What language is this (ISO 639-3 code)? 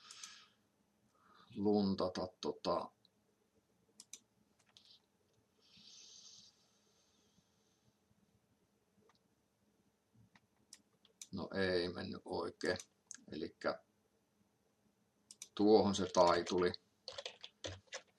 fin